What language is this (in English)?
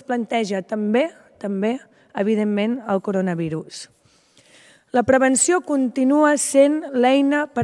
Catalan